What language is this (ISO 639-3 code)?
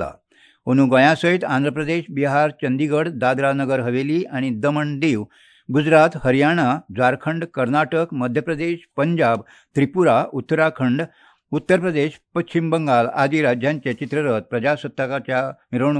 kok